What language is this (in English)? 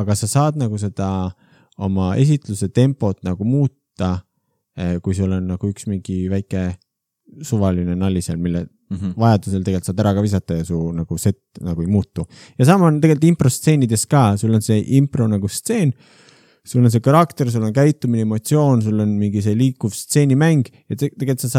Estonian